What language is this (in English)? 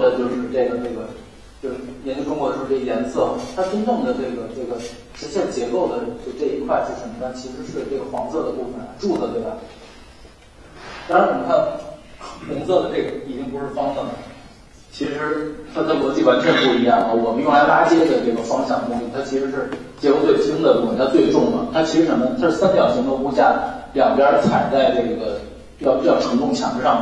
Chinese